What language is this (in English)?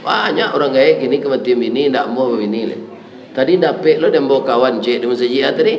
Minangkabau